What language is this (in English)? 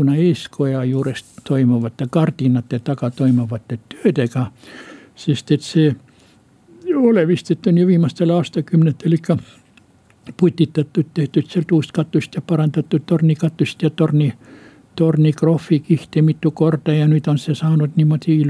Estonian